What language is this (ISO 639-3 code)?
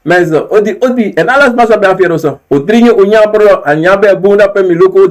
srn